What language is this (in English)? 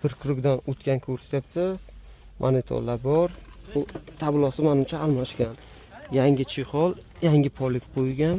Uzbek